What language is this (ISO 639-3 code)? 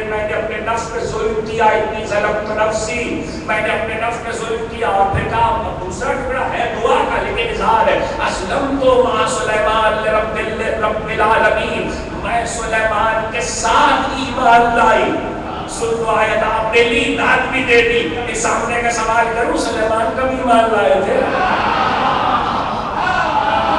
urd